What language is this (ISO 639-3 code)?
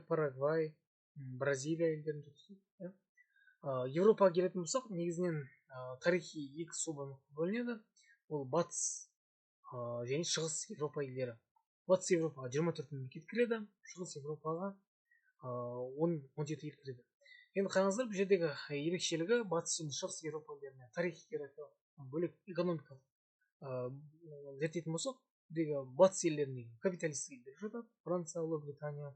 kaz